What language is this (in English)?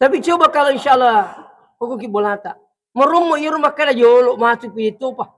Buginese